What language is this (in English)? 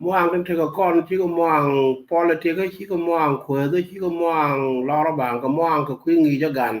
Nuer